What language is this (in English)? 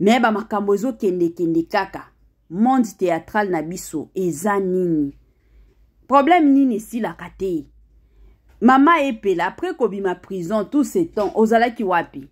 Lingala